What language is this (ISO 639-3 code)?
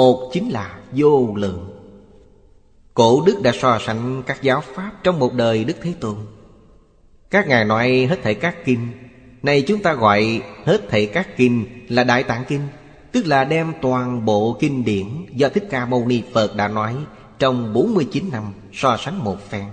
vie